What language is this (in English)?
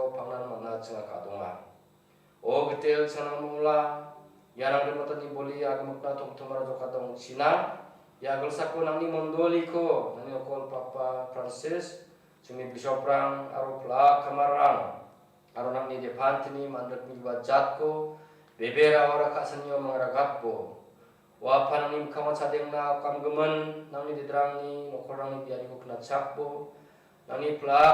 Garo